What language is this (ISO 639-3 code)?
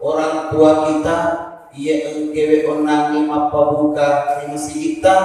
bug